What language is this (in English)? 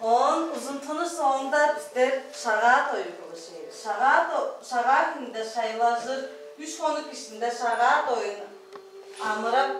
Tuvinian